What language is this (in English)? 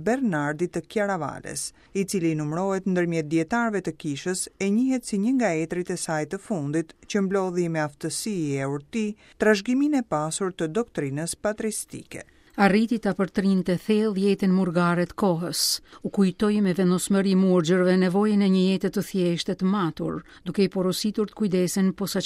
Albanian